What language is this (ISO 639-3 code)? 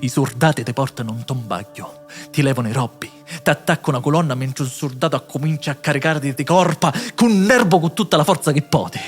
scn